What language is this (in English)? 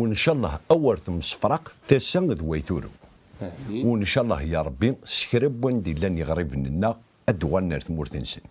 Kabyle